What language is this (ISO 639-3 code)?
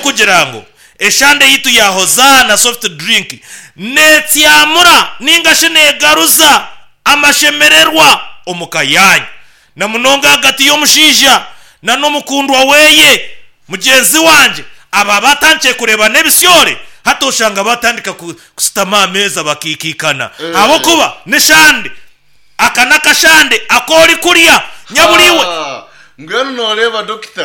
nyn